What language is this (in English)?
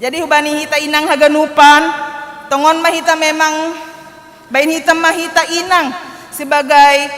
Batak Simalungun